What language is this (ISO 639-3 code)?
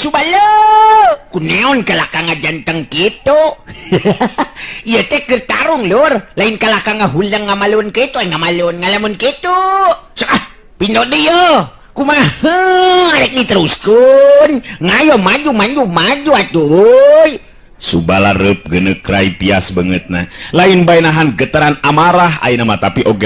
sun